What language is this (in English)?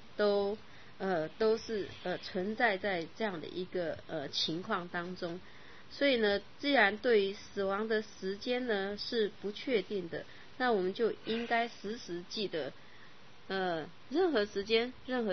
Chinese